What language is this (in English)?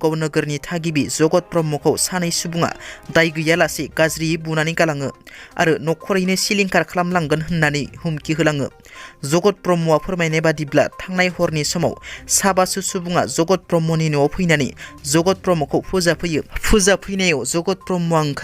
Bodo